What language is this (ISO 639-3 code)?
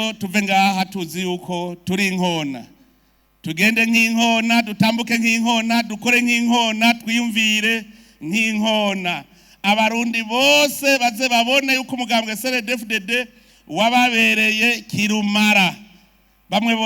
run